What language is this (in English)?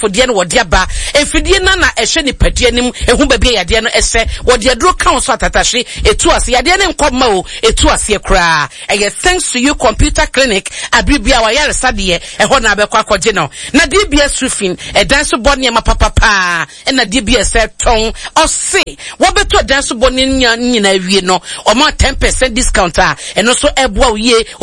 Akan